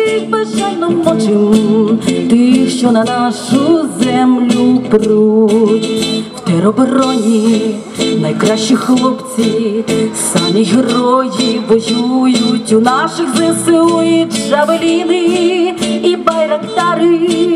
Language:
Ukrainian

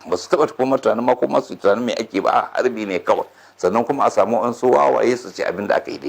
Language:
Hausa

